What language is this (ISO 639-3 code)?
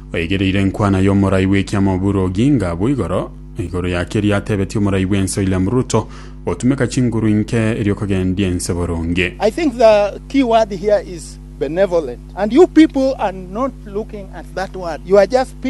guz